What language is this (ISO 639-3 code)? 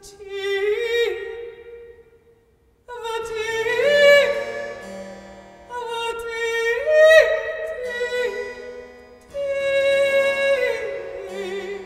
eng